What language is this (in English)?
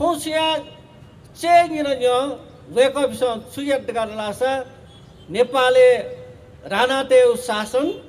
Newari